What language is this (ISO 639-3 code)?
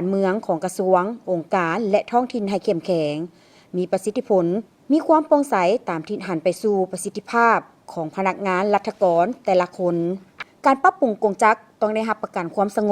lao